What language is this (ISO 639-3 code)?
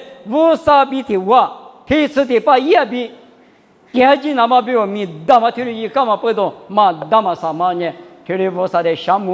lis